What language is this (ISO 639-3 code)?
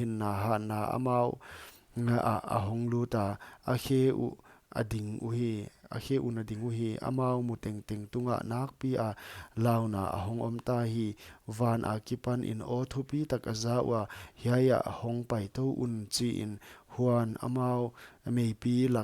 pck